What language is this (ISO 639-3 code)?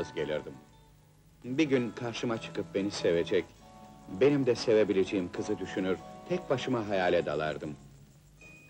tur